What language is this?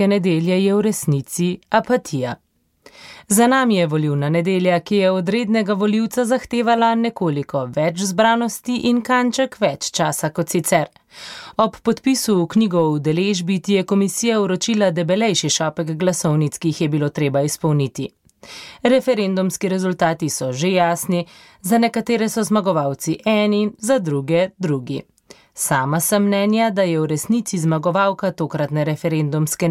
Slovenian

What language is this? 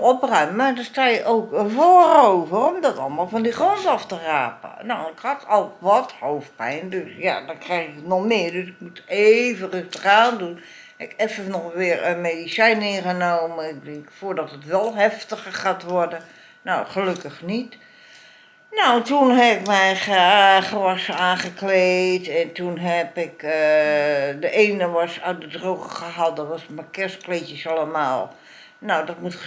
Dutch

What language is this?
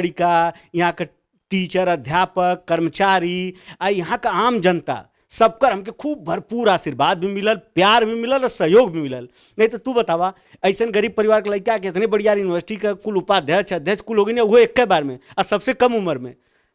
Bhojpuri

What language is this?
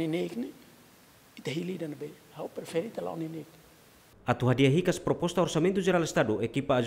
Tetum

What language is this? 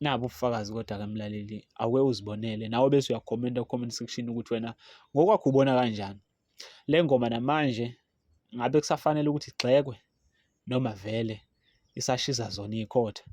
Zulu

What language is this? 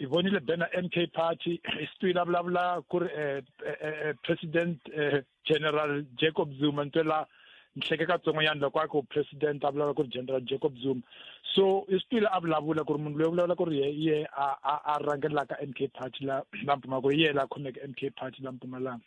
Tsonga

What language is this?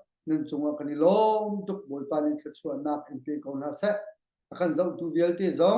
Hakha Chin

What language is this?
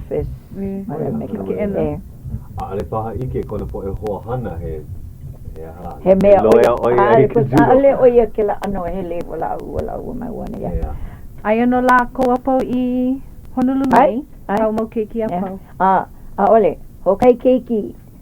Hawaiian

